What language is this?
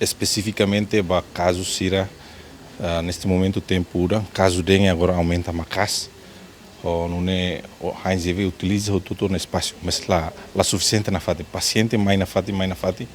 Tetum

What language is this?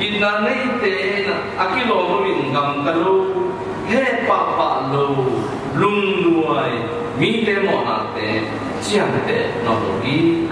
Tedim Chin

